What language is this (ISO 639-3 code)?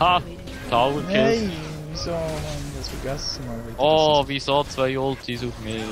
gsw